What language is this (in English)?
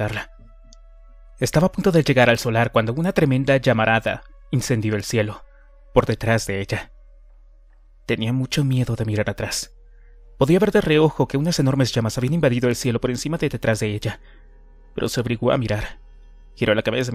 Spanish